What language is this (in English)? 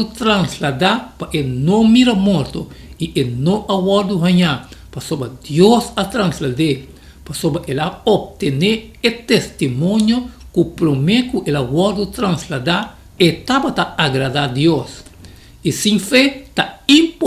Papiamento